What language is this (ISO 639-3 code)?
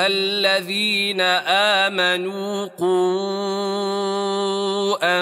ara